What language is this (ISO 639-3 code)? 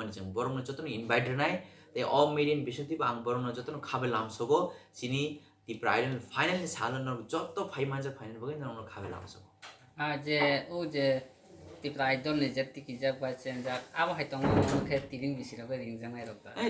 trp